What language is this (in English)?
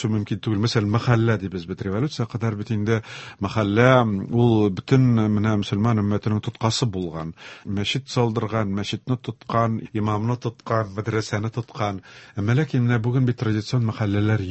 Tatar